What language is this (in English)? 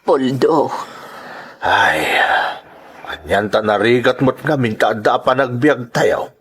Iloko